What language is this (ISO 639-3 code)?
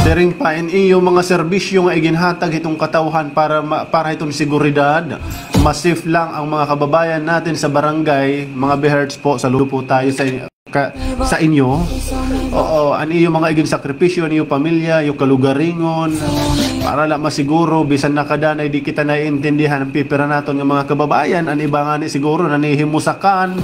war